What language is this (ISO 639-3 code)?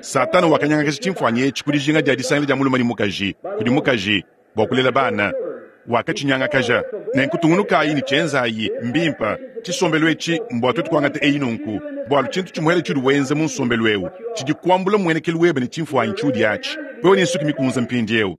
lua